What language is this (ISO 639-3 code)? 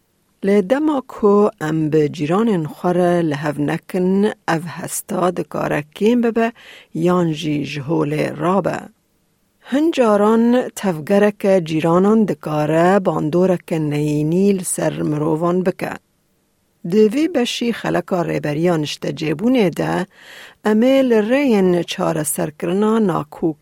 kur